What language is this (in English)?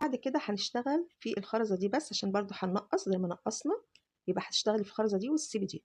Egyptian Arabic